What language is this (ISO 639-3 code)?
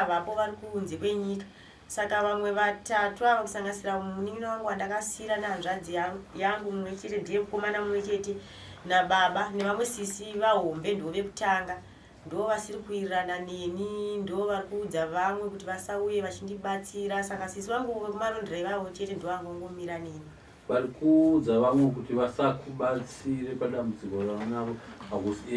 sna